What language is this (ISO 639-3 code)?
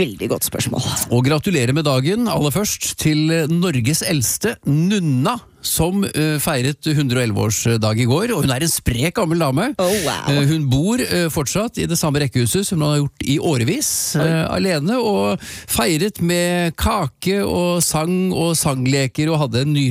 nor